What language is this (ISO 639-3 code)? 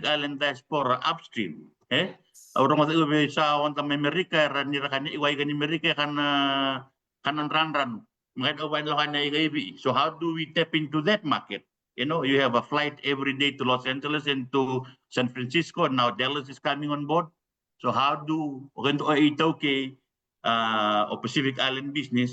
fij